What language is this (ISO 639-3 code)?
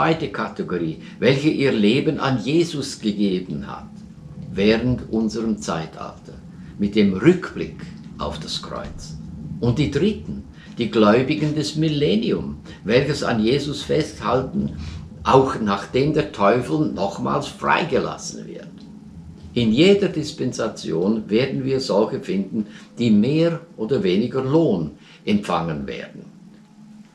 deu